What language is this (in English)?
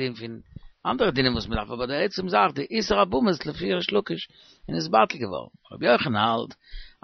Yiddish